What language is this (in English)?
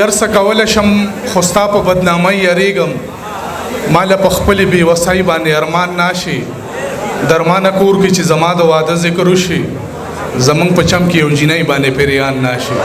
Pashto